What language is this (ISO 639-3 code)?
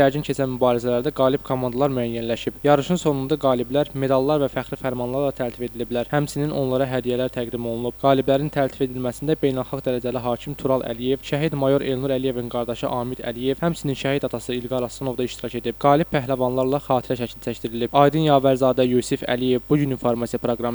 aze